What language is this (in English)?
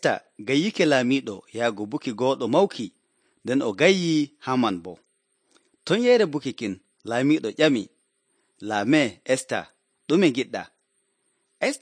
Nigerian Fulfulde